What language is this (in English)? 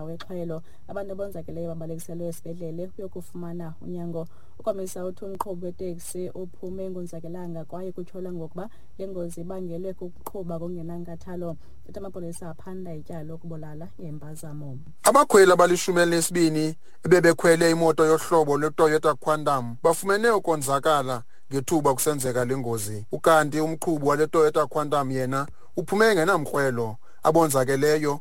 Xhosa